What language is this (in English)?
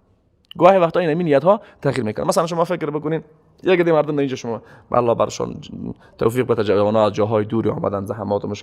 Persian